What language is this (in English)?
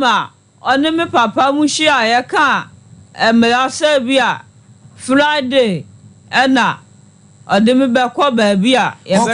Akan